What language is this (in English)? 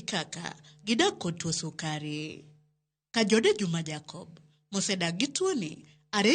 Luo (Kenya and Tanzania)